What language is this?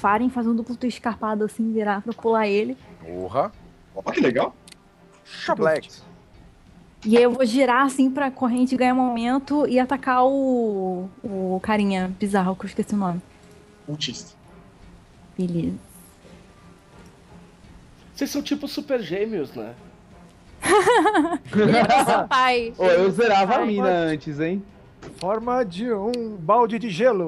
Portuguese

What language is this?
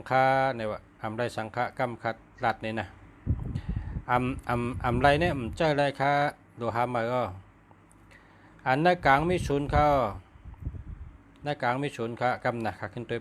Shan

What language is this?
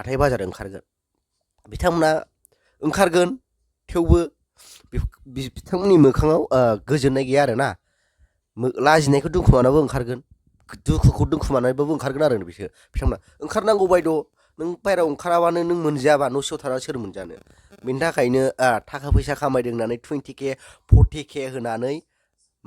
Bodo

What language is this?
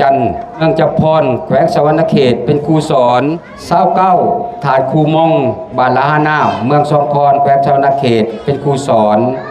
Lao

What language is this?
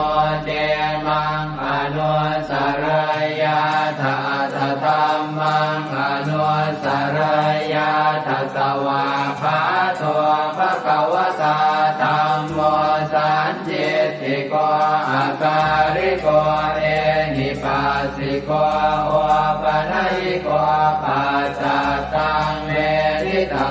Pali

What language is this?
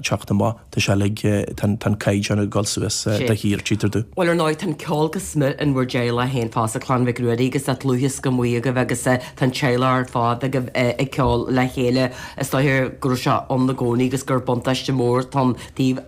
Irish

